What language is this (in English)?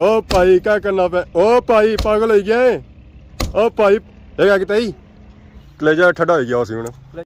Pahari-Potwari